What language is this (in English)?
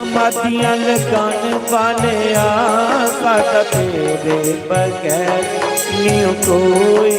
Dogri